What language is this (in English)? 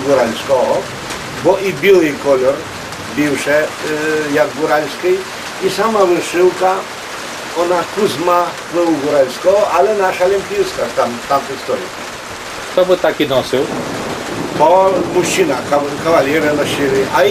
Rusyn